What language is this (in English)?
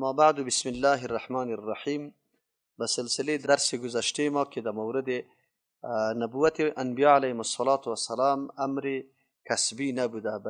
Persian